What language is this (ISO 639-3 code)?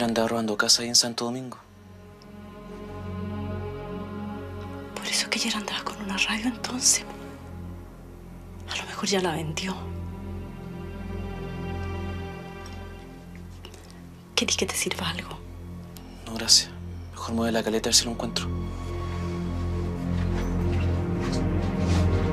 spa